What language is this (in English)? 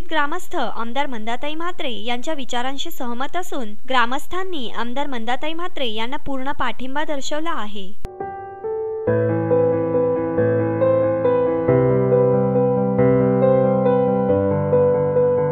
Marathi